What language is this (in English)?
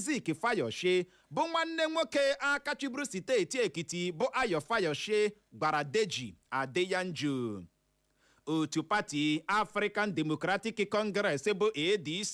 Igbo